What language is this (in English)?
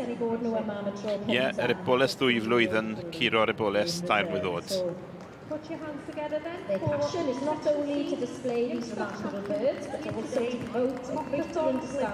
Welsh